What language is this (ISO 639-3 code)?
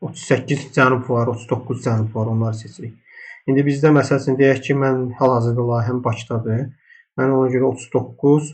aze